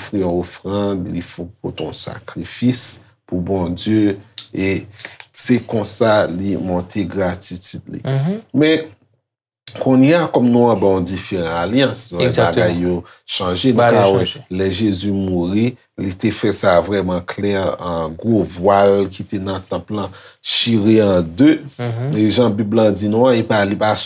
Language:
Haitian Creole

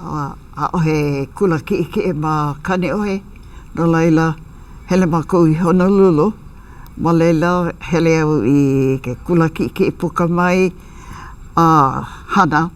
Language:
Hawaiian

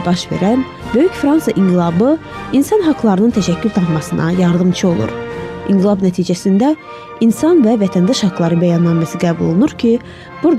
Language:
Azerbaijani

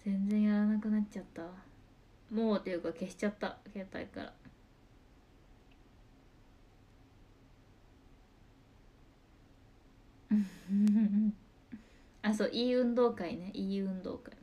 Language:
Japanese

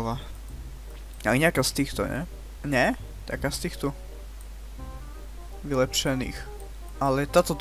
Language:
Slovak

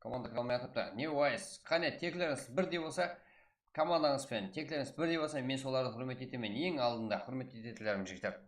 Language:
Kara-Kalpak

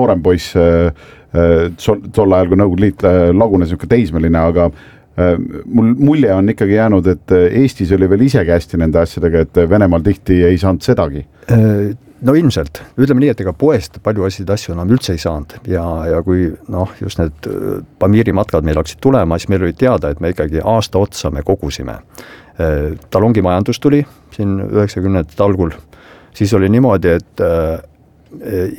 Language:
Estonian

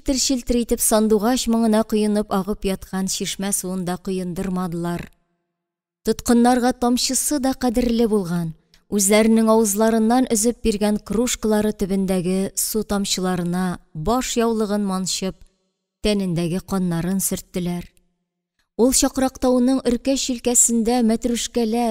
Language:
Tatar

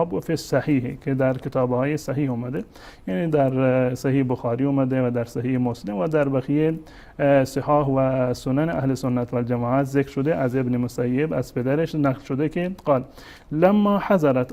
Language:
Persian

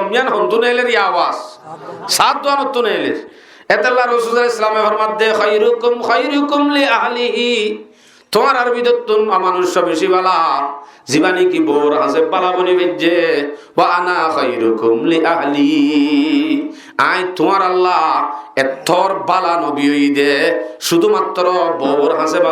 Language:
Rohingya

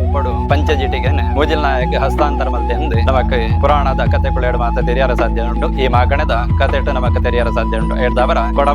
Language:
Tulu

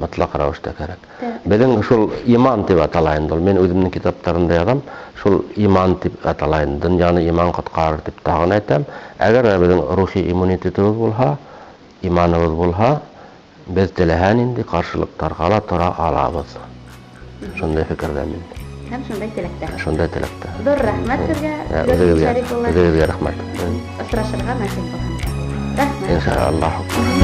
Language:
Bashkir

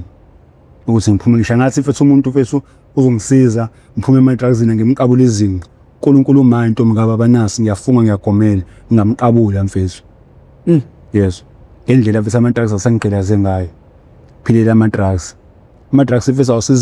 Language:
Zulu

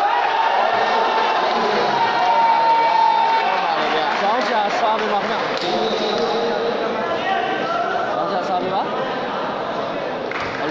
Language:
Burmese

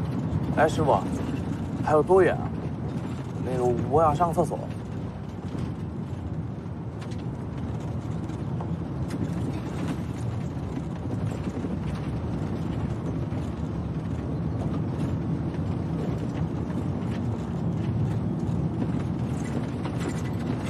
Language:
Chinese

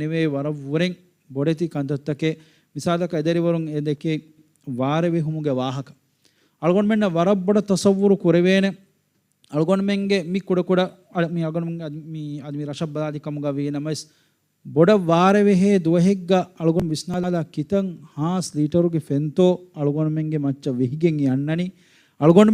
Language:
Divehi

